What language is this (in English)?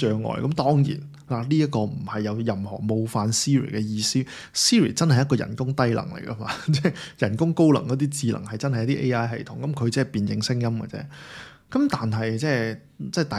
Cantonese